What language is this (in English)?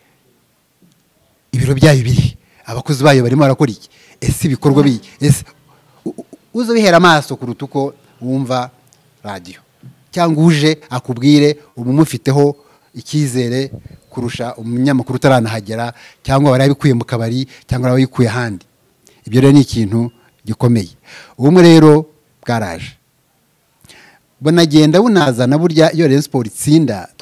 Kinyarwanda